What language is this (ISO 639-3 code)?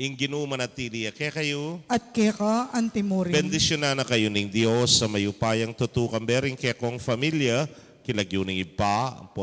pam